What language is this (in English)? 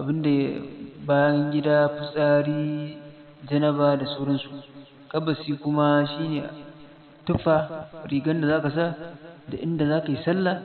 Hausa